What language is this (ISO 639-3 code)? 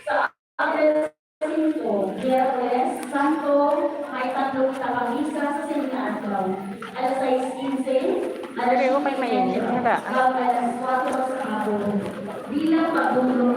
hil